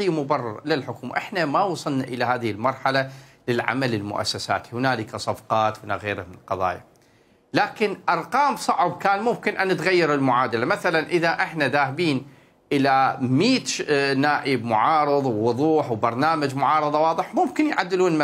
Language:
Mesopotamian Arabic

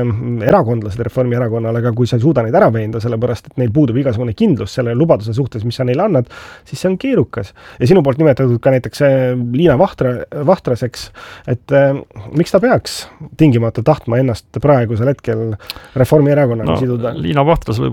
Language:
Estonian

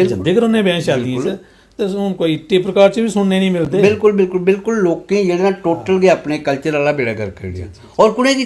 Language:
Dogri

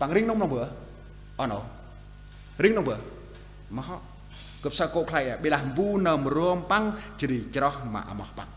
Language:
Central Mnong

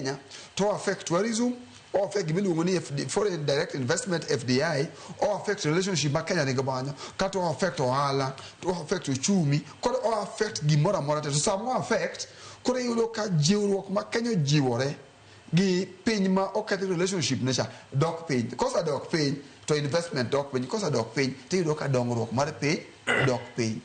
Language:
Luo (Kenya and Tanzania)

